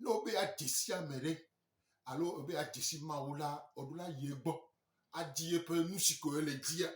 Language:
Gen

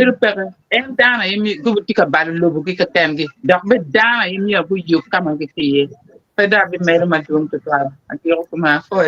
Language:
Acoli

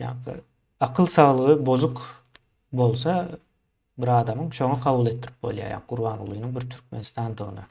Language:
Turkmen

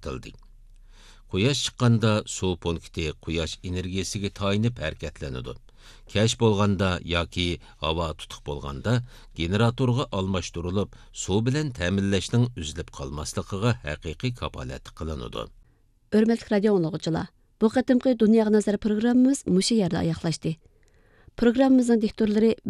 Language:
Uyghur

